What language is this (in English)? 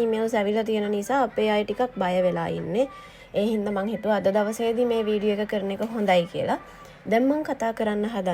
Sinhala